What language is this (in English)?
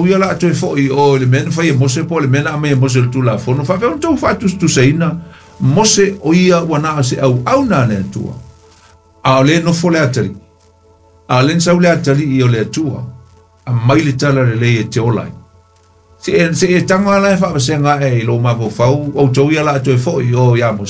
Samoan